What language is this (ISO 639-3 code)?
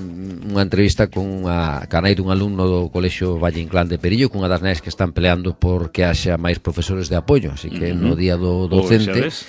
glg